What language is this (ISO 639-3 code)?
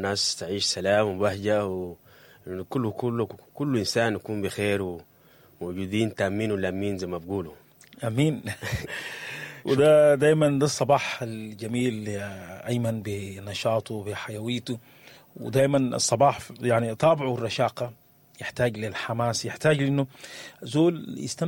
apd